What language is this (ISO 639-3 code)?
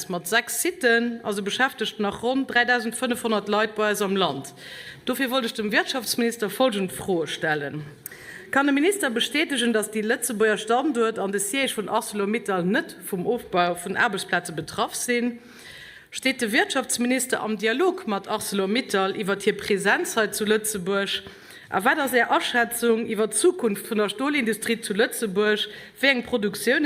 ltz